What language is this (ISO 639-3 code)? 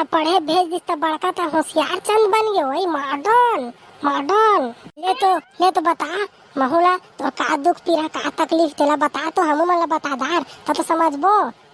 hne